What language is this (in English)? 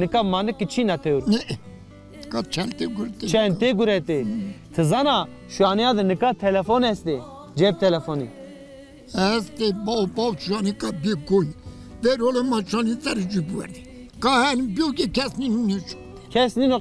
Zaza